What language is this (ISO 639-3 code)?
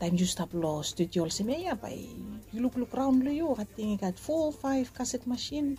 bis